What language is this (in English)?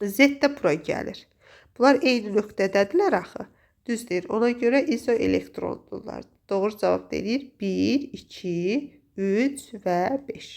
Azerbaijani